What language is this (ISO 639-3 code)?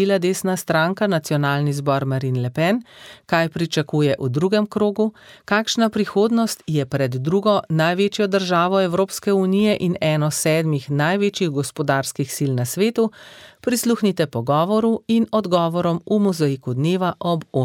slv